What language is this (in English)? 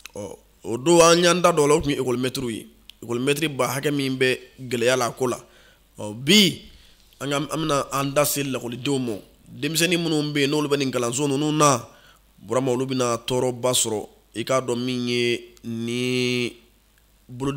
Bambara